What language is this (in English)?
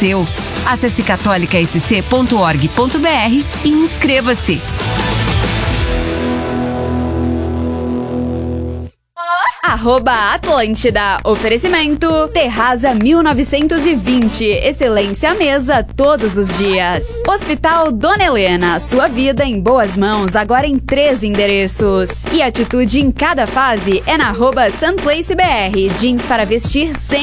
Portuguese